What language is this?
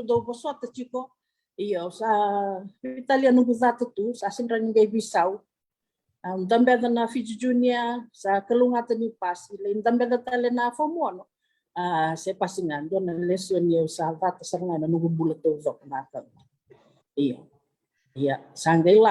Fijian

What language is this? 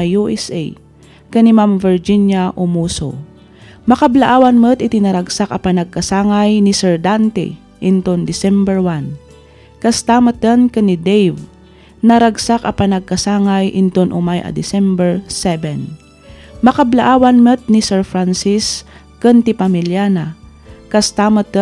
Iloko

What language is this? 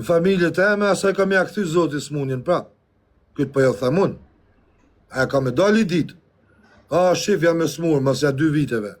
Albanian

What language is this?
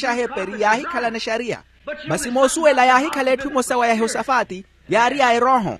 Makhuwa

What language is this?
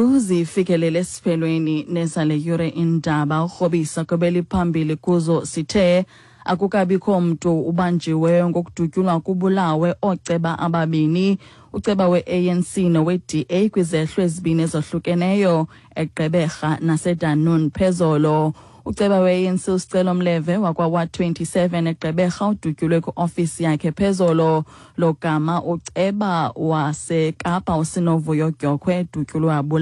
Xhosa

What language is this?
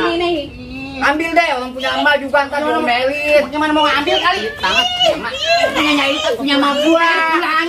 Betawi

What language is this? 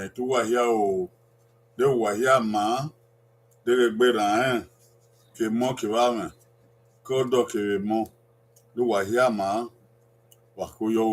Bini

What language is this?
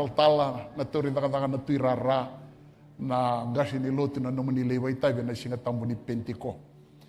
Fijian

